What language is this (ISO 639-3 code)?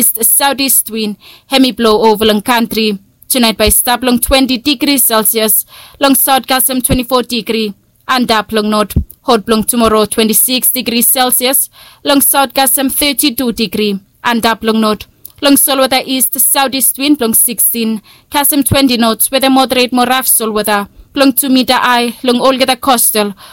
bis